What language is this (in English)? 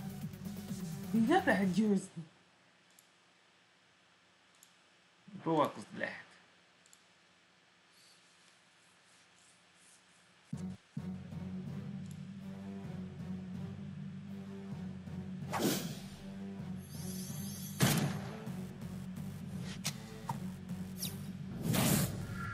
Hungarian